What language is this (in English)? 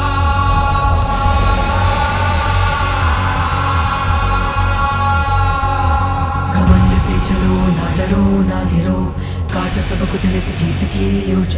Hindi